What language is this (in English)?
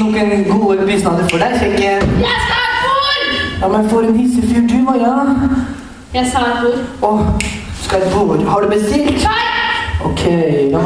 Norwegian